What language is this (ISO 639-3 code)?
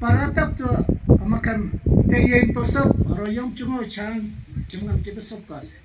nag